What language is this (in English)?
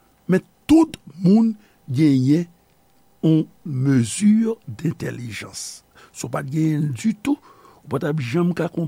Haitian Creole